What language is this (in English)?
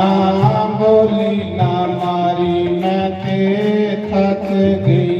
Dogri